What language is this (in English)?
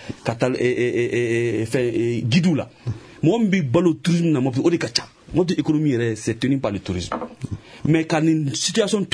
Bambara